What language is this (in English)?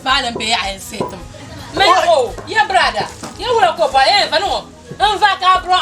Dagbani